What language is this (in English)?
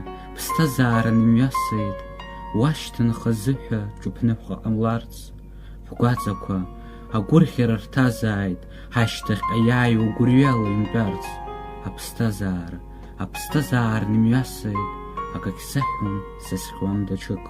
Abkhazian